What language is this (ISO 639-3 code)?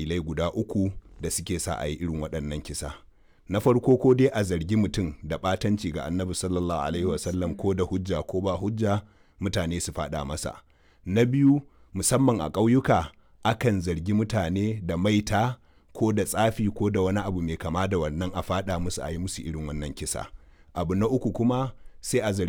hau